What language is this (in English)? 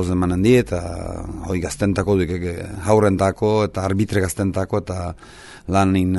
Basque